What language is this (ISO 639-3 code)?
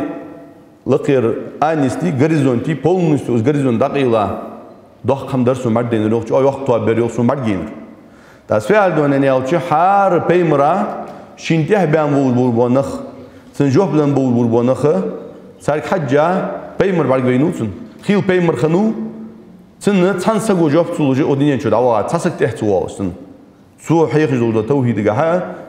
inh